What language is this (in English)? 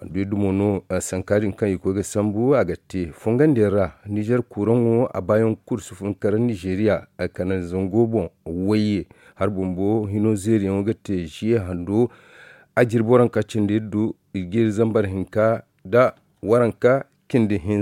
Zarma